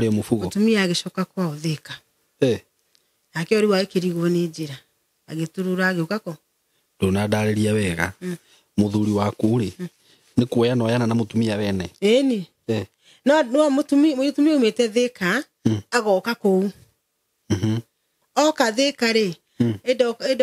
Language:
Kikuyu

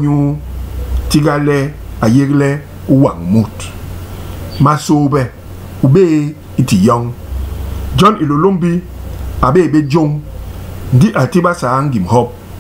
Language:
Basaa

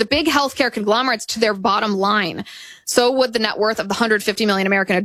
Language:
English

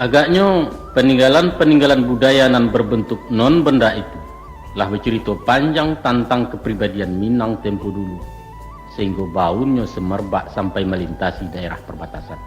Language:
Minangkabau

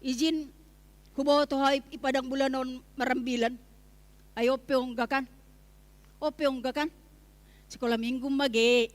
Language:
Batak Simalungun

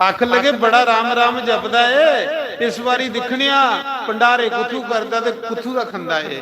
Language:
Dogri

